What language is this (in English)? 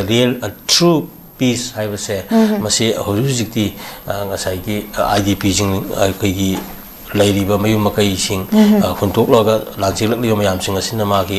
Manipuri